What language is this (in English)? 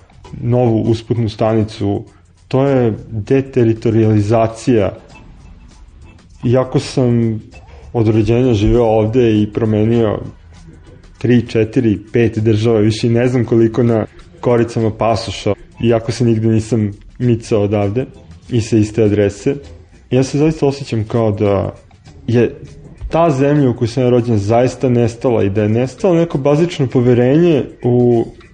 Serbian